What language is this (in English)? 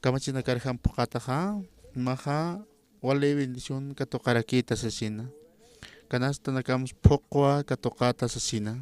Aymara